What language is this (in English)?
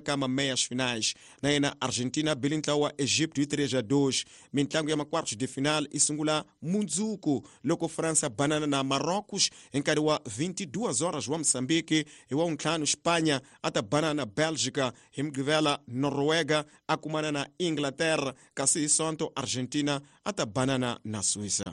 Tsonga